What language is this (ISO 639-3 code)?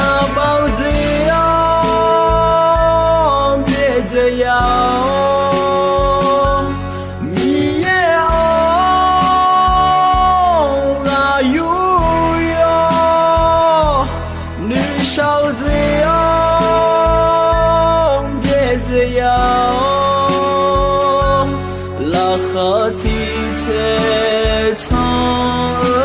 ahk